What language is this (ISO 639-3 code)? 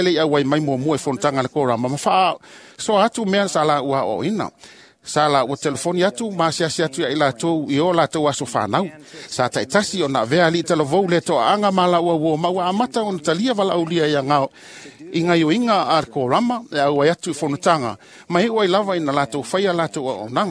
smo